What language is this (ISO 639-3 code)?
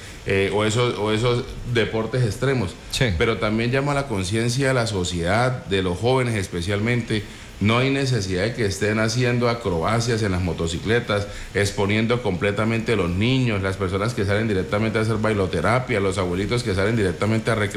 spa